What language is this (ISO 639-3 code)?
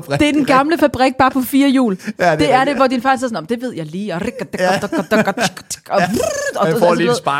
dan